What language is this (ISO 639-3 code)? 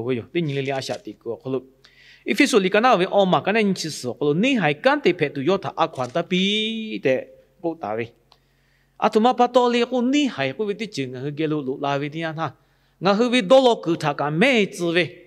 lhu